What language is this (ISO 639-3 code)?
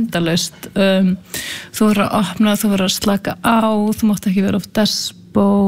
isl